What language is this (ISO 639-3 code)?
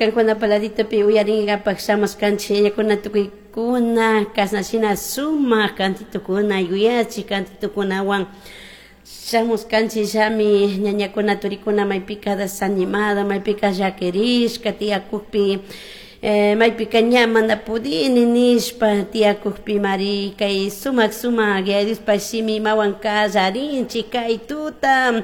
qug